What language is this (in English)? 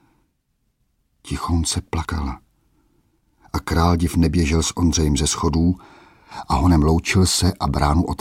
Czech